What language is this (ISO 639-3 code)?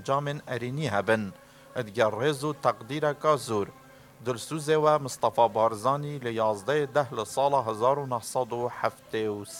kur